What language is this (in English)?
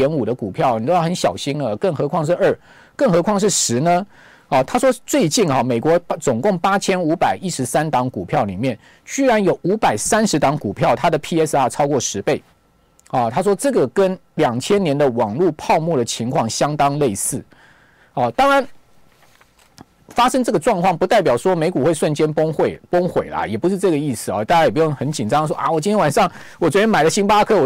Chinese